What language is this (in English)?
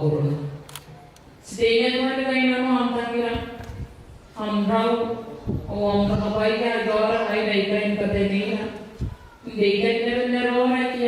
Gilbertese